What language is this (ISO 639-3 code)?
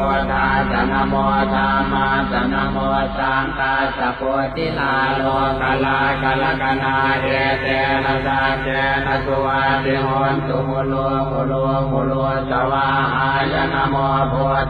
pli